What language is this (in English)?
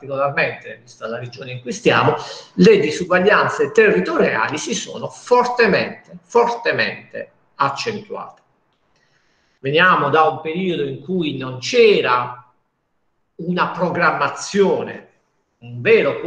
Italian